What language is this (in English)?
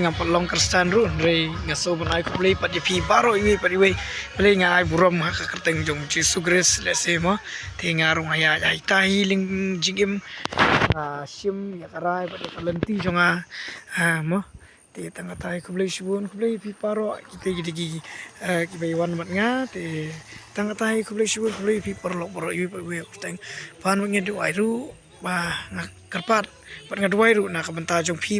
Khasi